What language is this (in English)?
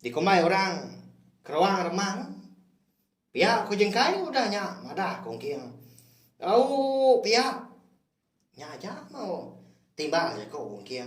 Iban